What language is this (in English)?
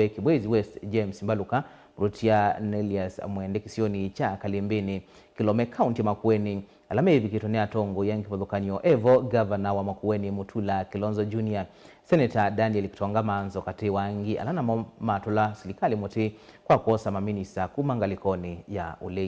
Kamba